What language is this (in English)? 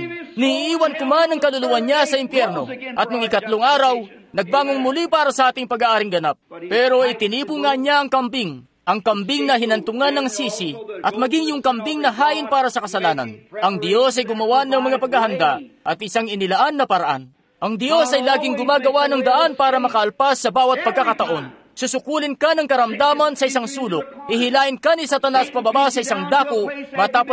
Filipino